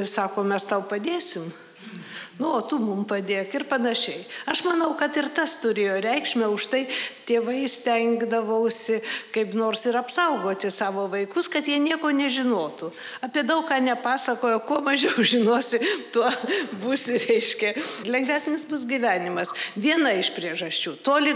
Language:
Lithuanian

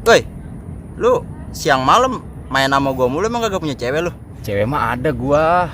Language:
Betawi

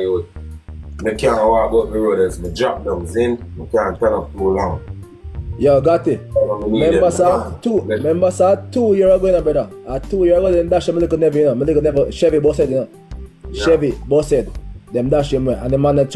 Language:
Jamaican Creole English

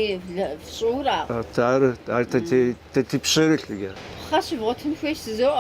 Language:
Kabardian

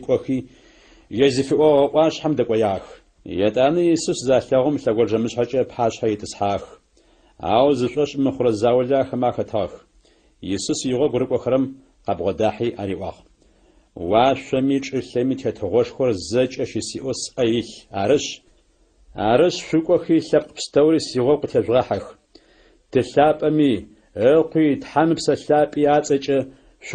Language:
Adyghe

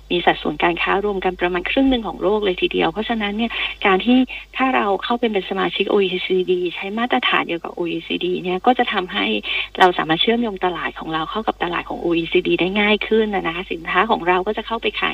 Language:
Thai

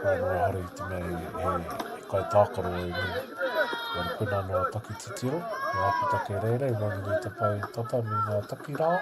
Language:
Māori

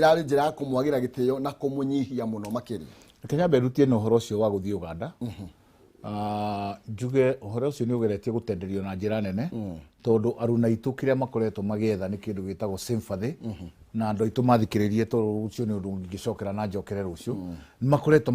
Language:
Kikuyu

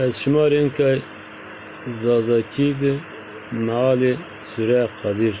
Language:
Zaza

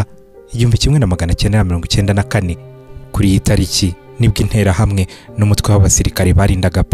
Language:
Kinyarwanda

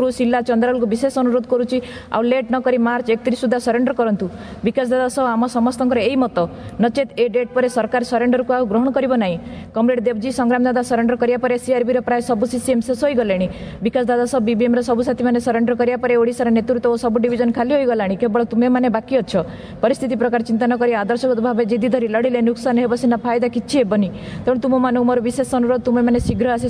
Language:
Odia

